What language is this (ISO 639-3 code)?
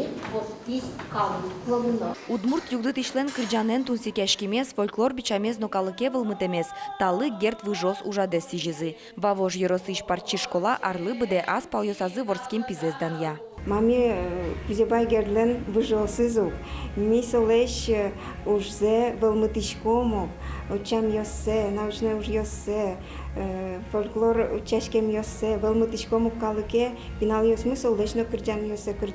udm